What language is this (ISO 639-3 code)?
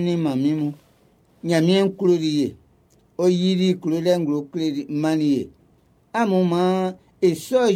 bci